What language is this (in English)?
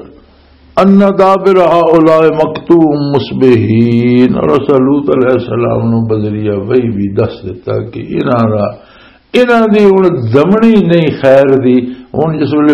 Western Panjabi